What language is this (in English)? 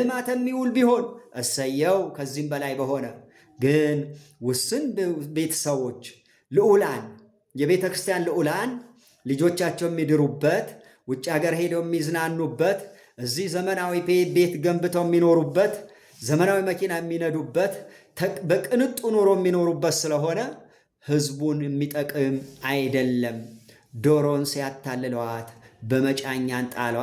Amharic